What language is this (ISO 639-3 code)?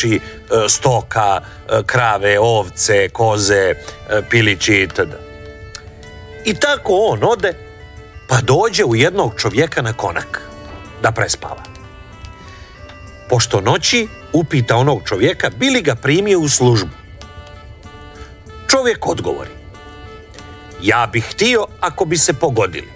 hrv